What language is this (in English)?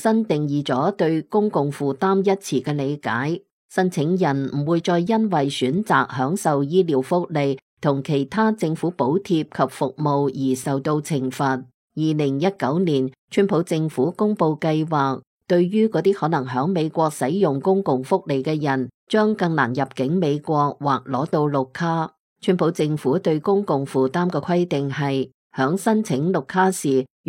Cantonese